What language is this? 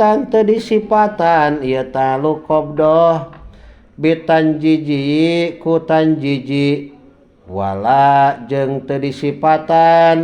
Sundanese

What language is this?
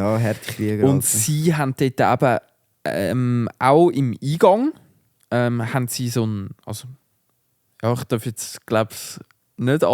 Swiss German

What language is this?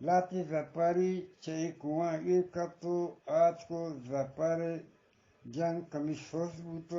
Eastern Balochi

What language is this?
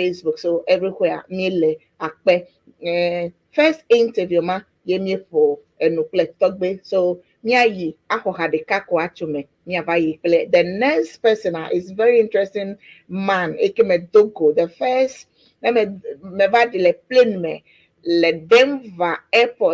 Ewe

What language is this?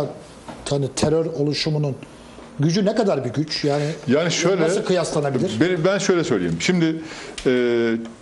Turkish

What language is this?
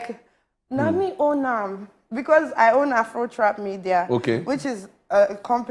Nigerian Pidgin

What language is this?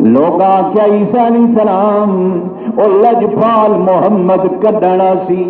Saraiki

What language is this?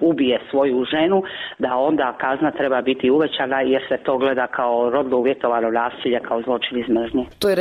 Croatian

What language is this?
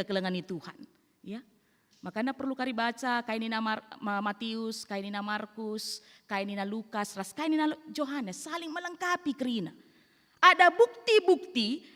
Batak Karo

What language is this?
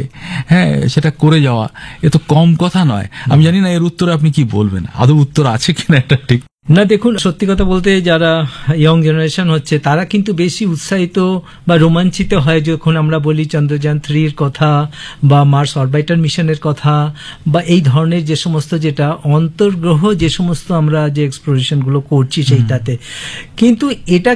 Bangla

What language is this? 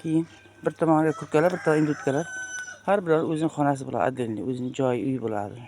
Uzbek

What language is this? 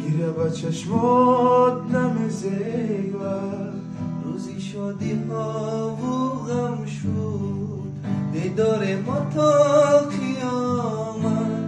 Tajik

